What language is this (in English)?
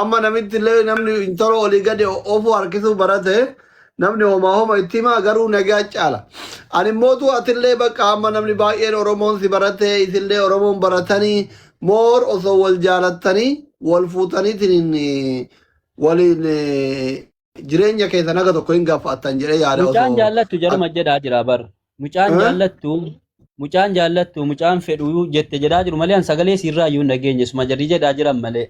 Oromo